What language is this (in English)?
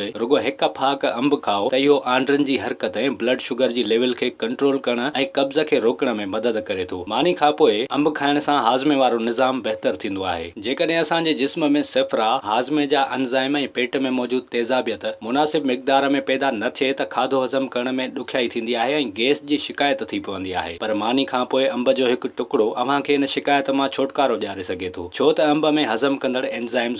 Sindhi